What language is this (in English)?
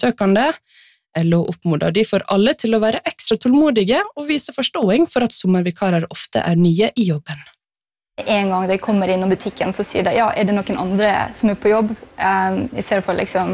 Norwegian